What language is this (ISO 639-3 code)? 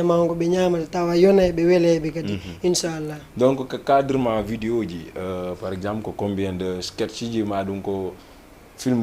ful